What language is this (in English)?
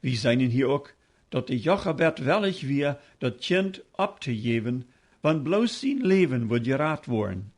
Plautdietsch